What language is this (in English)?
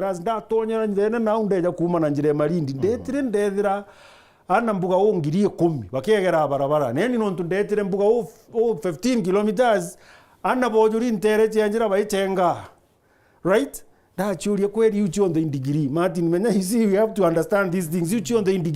Meru